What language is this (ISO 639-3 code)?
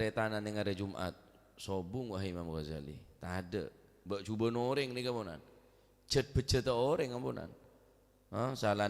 mad